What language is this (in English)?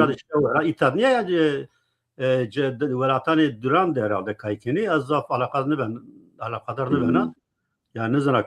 Zaza